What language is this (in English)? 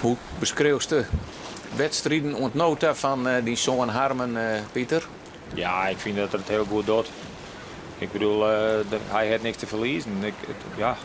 Western Frisian